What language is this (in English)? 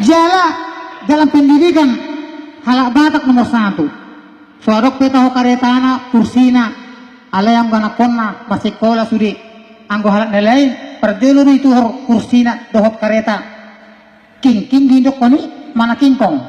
Batak Toba